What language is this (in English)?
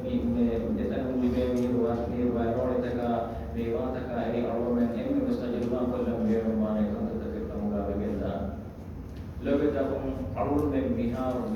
Divehi